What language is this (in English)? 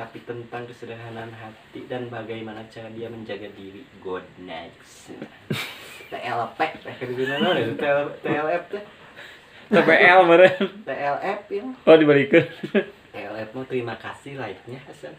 Sundanese